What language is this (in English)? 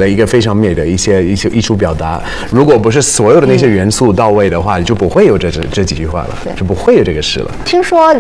Chinese